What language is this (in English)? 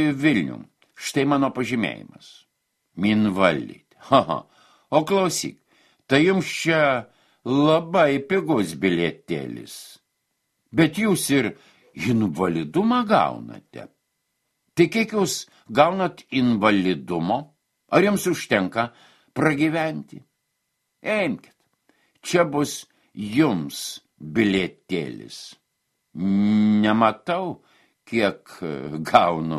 Lithuanian